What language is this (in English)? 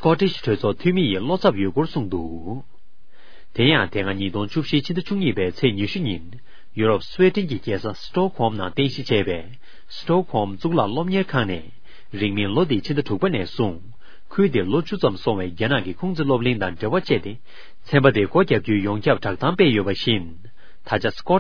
Tibetan